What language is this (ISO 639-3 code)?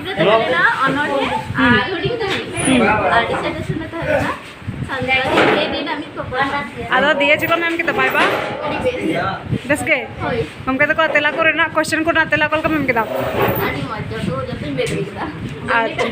sat